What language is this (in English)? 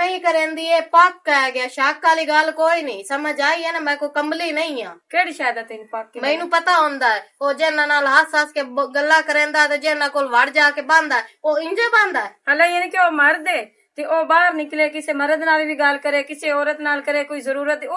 Western Panjabi